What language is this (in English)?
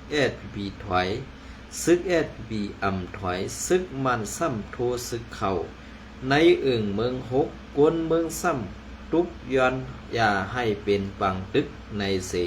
Shan